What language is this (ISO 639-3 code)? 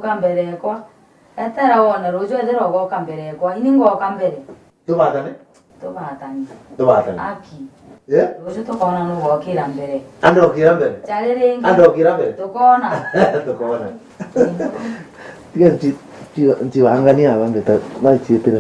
mer